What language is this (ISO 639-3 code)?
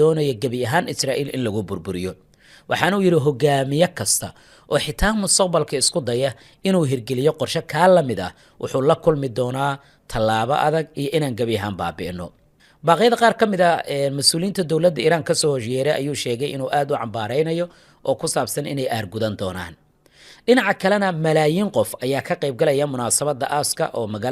som